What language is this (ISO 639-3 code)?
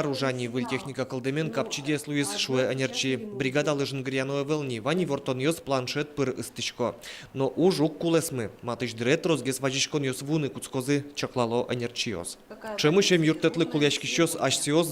udm